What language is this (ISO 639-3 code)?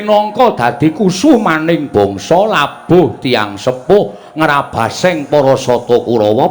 jav